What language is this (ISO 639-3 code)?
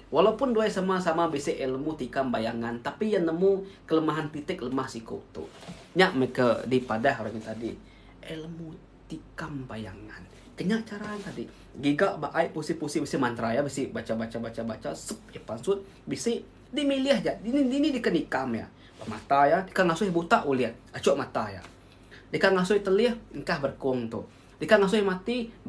iba